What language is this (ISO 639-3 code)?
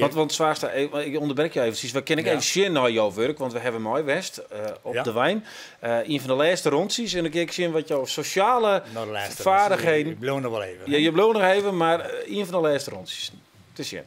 fry